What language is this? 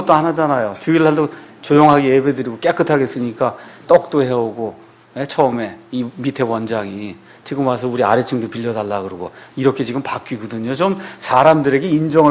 Korean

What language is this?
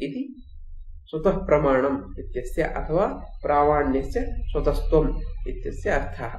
Sanskrit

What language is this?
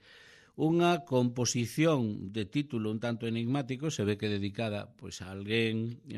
Galician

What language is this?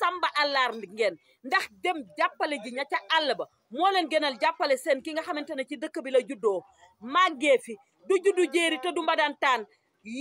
Wolof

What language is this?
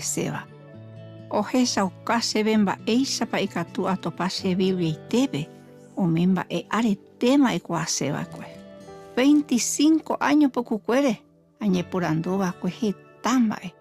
Guarani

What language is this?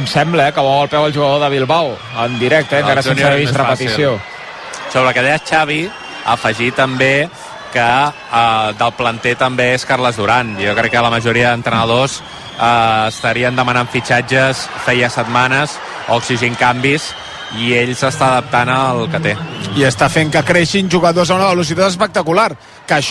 Catalan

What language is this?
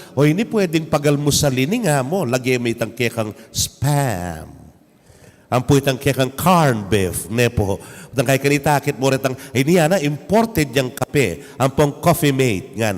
Pampanga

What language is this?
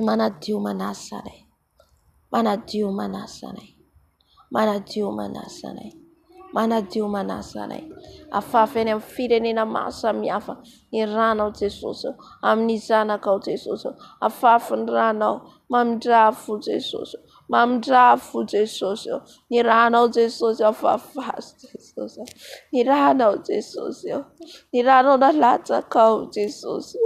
Malagasy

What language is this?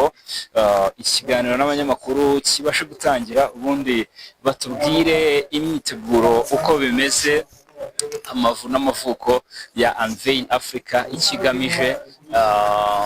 Kinyarwanda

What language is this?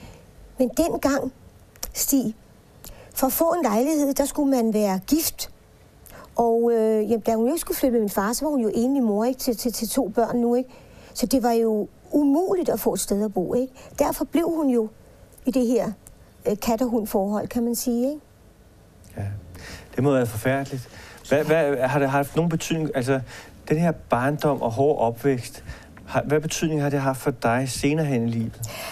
Danish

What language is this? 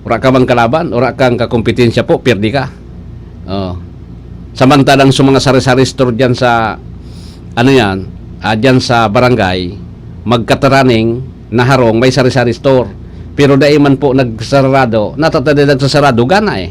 Bikol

